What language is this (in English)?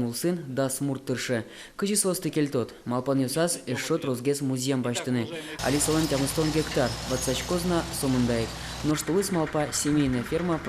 Udmurt